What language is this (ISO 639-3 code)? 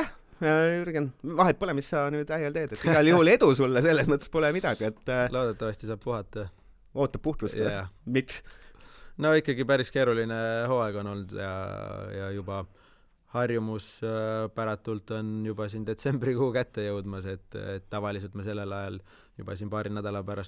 est